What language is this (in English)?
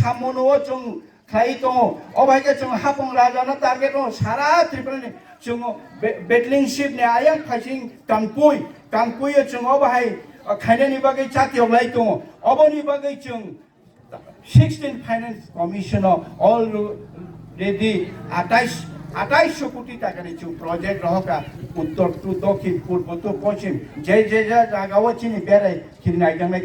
Kok Borok